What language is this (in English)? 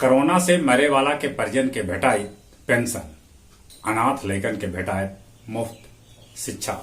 Magahi